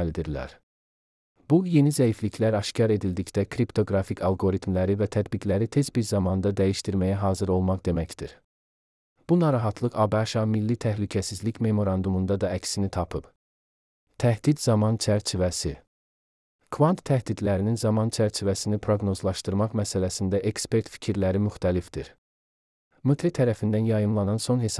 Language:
Azerbaijani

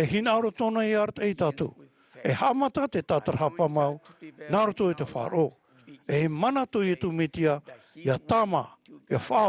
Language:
Tahitian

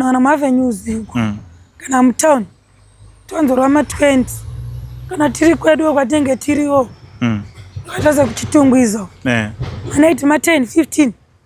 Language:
Shona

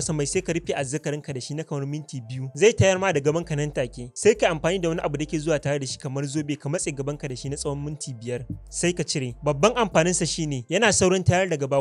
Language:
Hausa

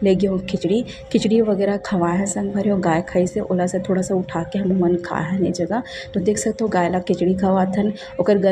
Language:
Chhattisgarhi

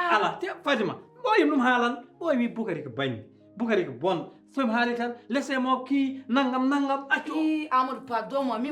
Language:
Fula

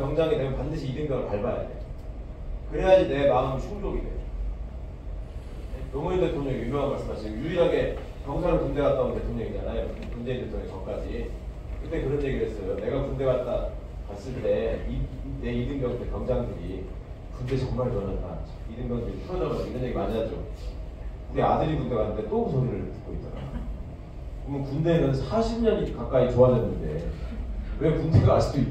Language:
Korean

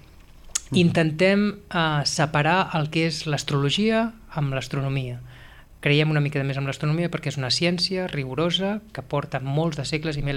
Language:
Catalan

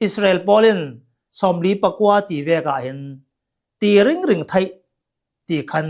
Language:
Hakha Chin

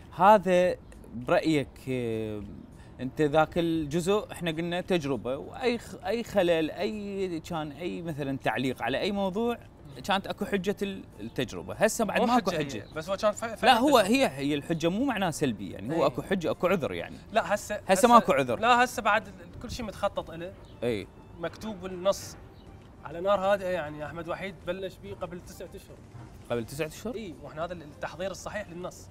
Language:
Mesopotamian Arabic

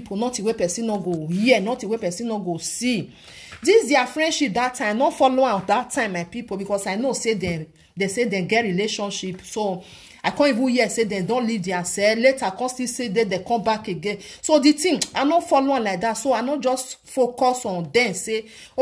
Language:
Nigerian Pidgin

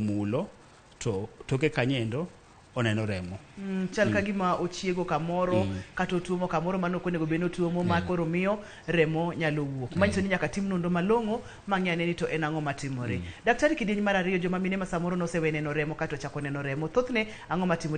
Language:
Luo (Kenya and Tanzania)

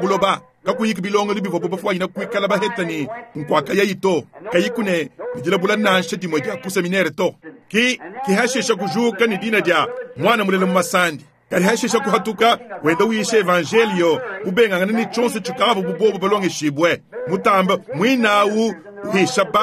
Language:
Luba-Lulua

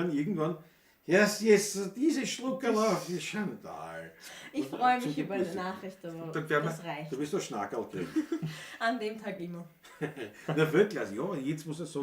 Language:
Bavarian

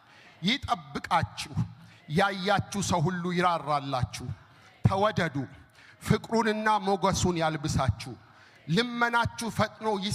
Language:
Amharic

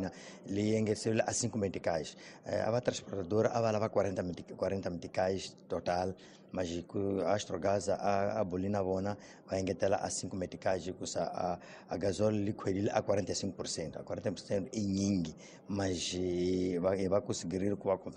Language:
Tsonga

